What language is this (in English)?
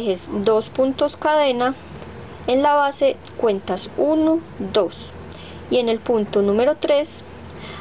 Spanish